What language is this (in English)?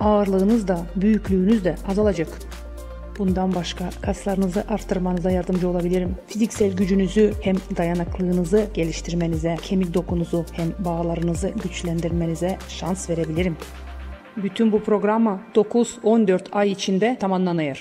Gagauz